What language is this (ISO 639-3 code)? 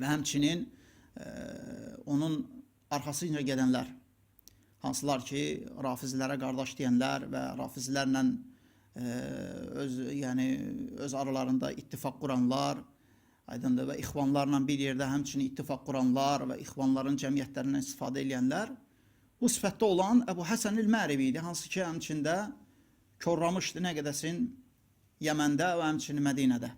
aze